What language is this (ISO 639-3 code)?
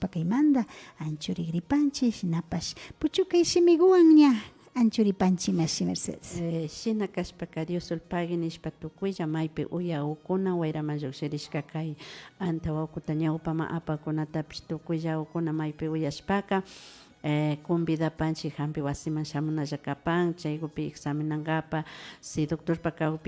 qvi